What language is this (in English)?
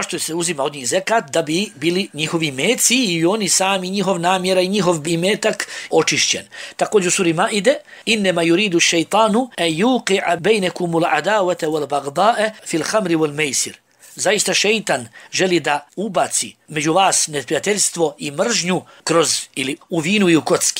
Bosnian